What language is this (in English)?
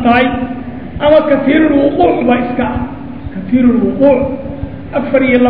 Somali